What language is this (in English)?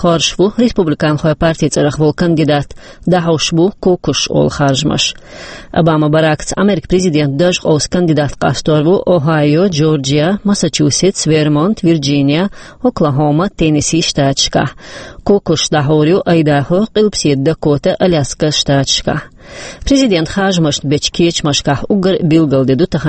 Chechen